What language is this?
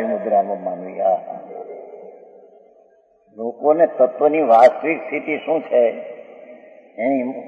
Gujarati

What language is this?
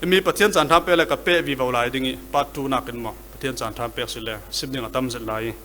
Falam Chin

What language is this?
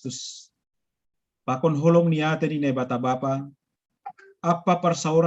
Batak Simalungun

